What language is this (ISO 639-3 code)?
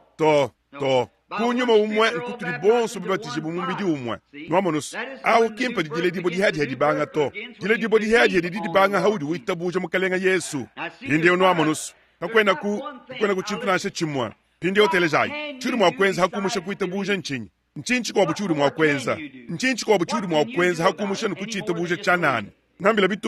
lua